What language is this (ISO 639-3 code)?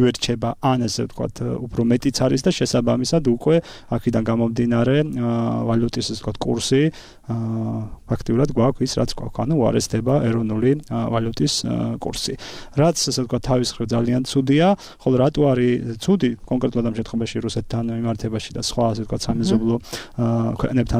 kat